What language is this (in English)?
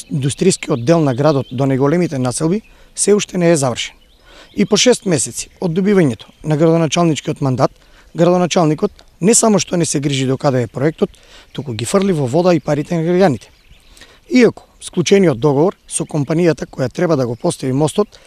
Macedonian